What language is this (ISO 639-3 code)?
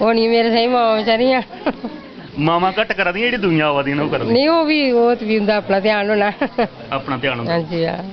doi